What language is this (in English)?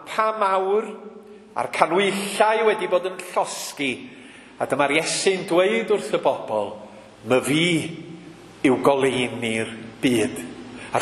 Welsh